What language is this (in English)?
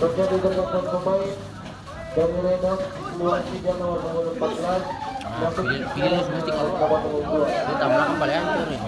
Ambonese Malay